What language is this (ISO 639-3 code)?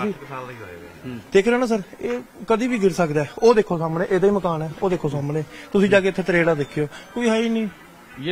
pan